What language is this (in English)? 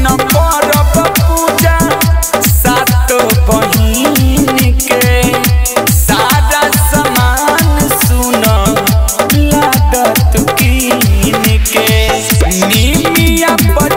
Bhojpuri